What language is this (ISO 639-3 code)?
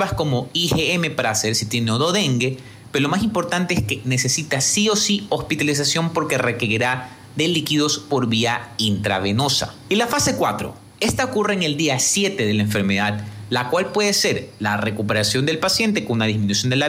spa